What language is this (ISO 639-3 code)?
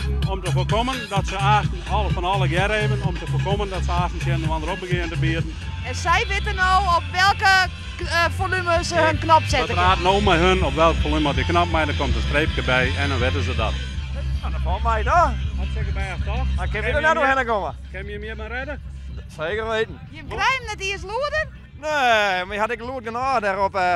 fry